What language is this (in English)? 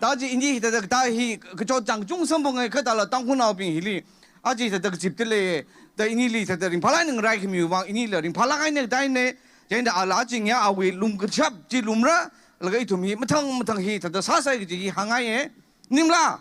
Tangkhul Naga (India)